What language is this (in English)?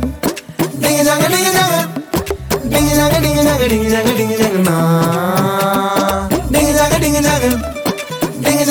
Telugu